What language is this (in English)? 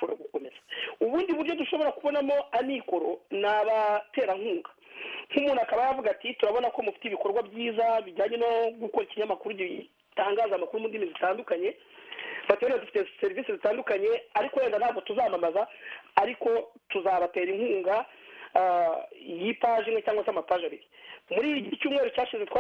Kinyarwanda